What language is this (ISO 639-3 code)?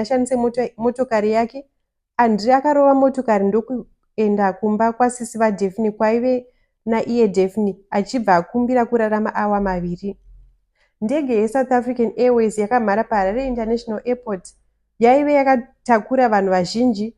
sna